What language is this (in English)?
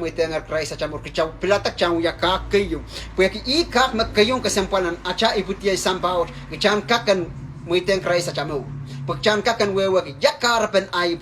Pohnpeian